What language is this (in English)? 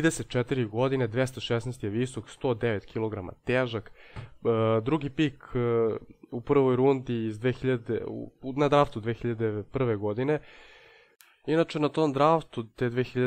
Serbian